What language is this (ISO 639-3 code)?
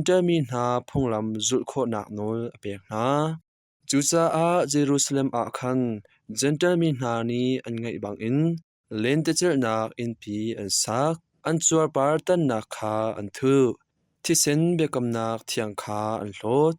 cnh